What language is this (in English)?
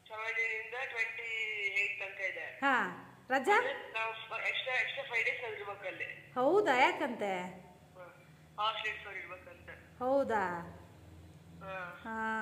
Kannada